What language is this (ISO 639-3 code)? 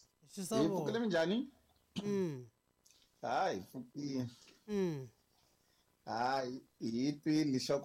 tso